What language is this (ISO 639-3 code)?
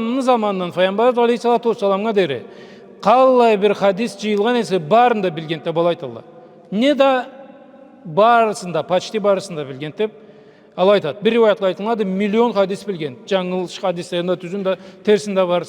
krc